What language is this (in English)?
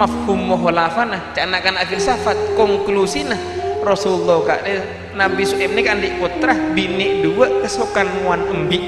Madurese